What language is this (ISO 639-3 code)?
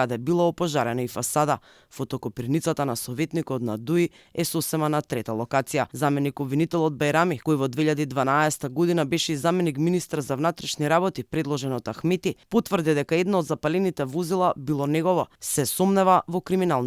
mkd